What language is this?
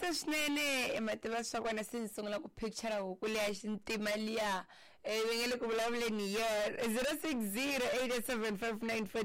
Tsonga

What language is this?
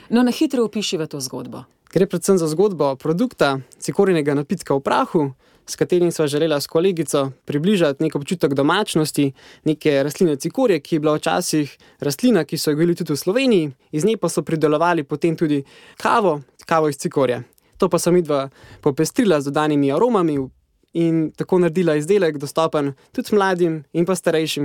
Slovenian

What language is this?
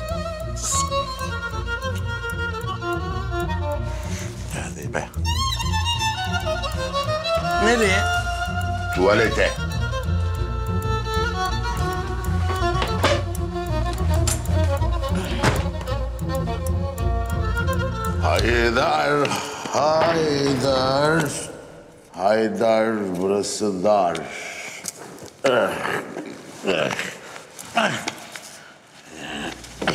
Turkish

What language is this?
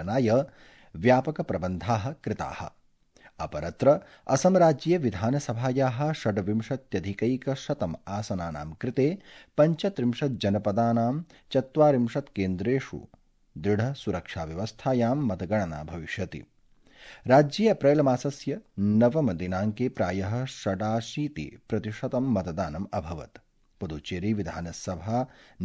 Sanskrit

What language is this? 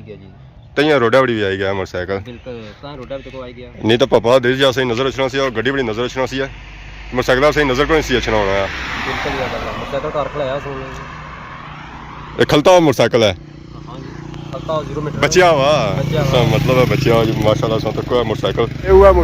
Pahari-Potwari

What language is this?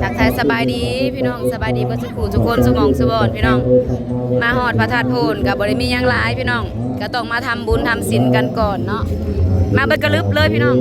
Northeastern Thai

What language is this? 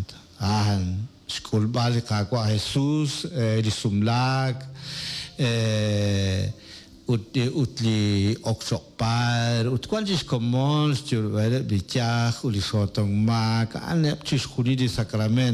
Kekchí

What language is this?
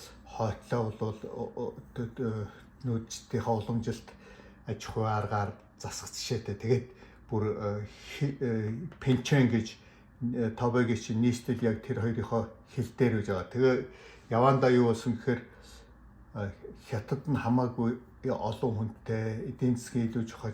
Mongolian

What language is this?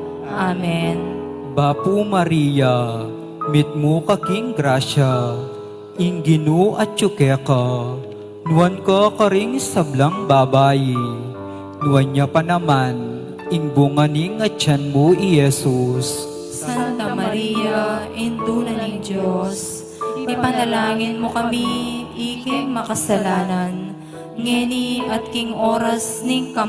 Pampanga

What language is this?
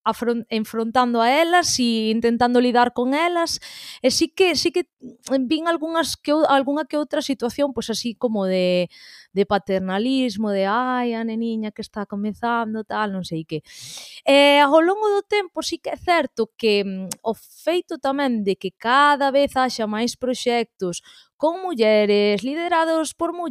Galician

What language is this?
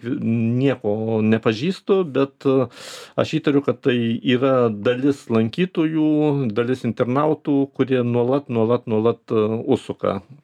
Lithuanian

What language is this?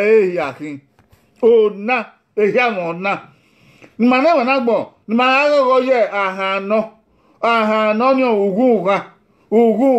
Bini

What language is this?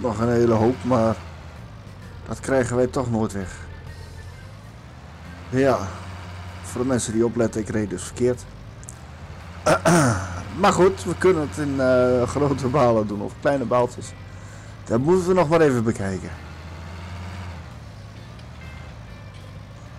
Dutch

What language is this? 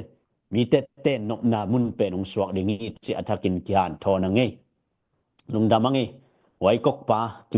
Tedim Chin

